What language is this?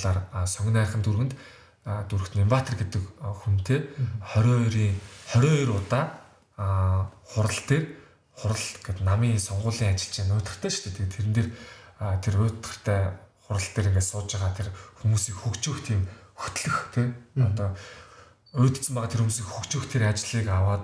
Mongolian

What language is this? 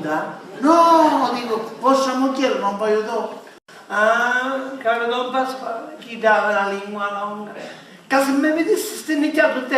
Sicilian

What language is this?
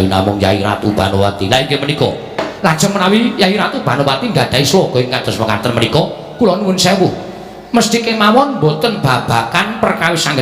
Javanese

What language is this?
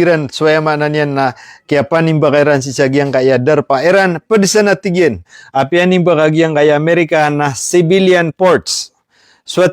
Maranao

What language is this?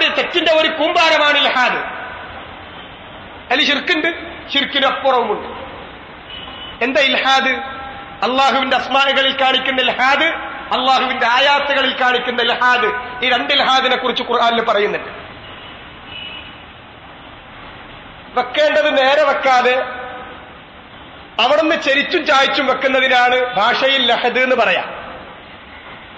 Malayalam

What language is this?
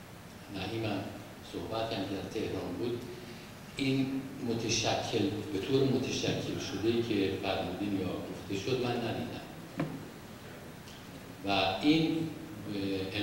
Persian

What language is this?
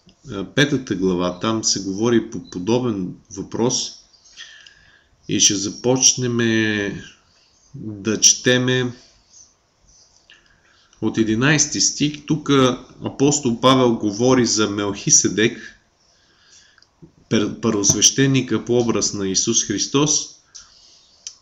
Bulgarian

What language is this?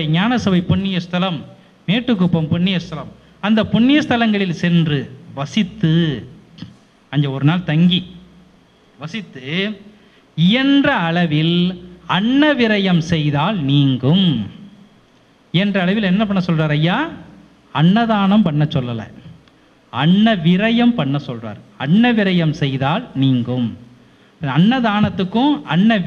Tamil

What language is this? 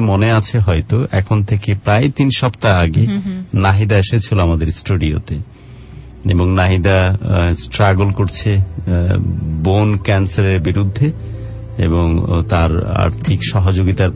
Bangla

